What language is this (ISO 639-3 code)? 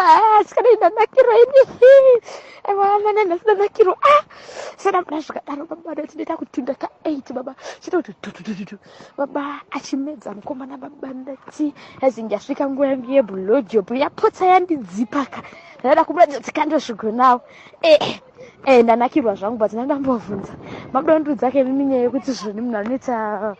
sna